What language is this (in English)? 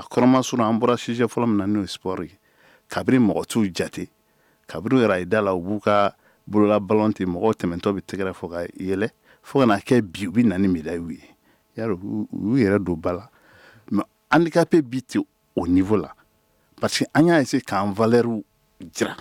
Bambara